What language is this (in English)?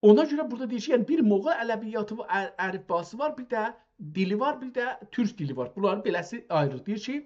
South Azerbaijani